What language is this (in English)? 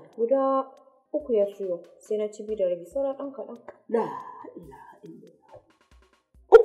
Hausa